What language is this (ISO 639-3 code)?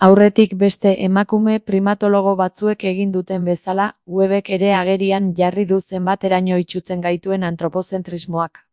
eus